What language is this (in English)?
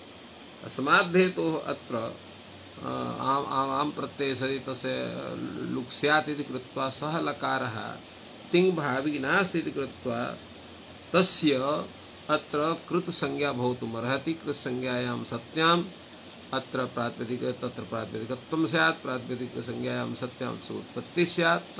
Sanskrit